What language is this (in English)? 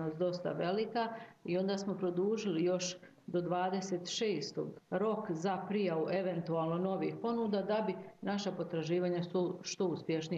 Croatian